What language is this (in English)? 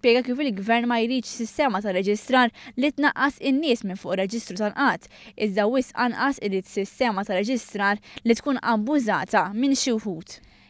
Maltese